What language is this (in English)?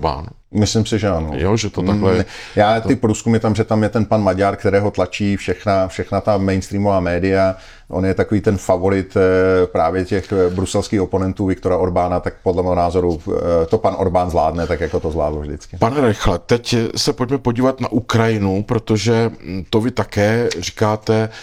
Czech